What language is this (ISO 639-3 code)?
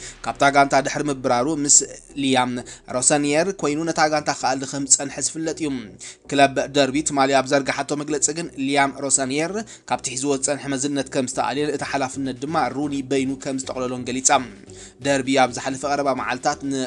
tir